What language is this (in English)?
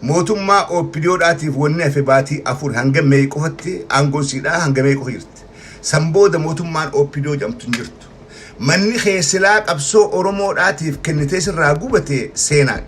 Oromo